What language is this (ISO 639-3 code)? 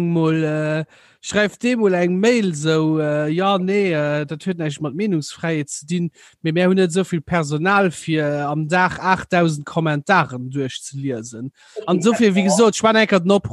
ltz